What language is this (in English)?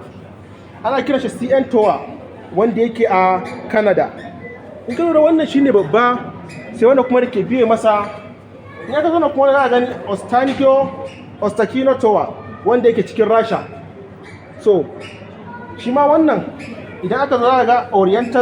Hausa